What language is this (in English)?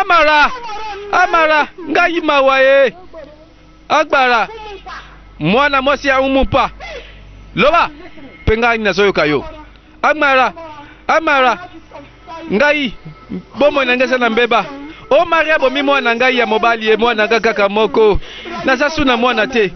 Lingala